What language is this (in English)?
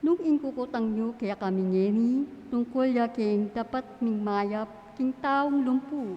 Pampanga